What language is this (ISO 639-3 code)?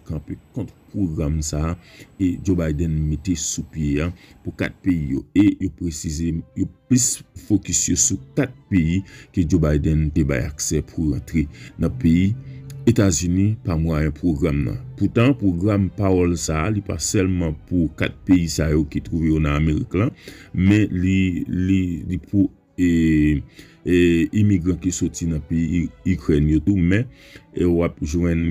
hat